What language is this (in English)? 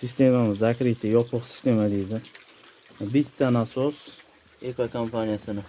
Uzbek